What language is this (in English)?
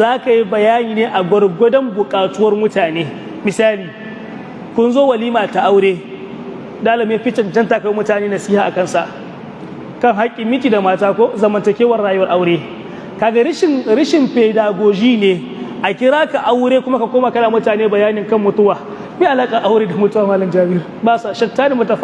Hausa